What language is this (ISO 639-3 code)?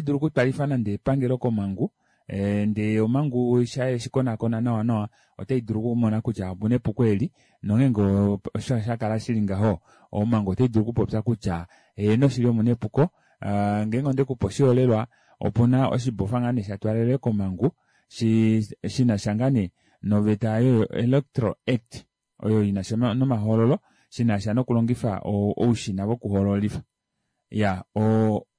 kua